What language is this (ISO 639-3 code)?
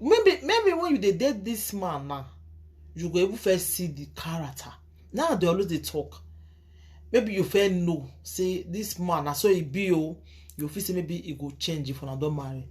pcm